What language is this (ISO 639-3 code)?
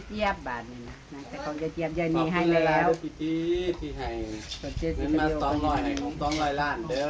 tts